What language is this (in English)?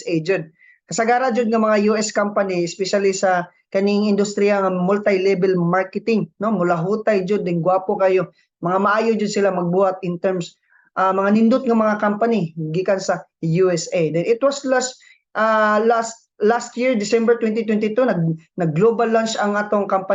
Cebuano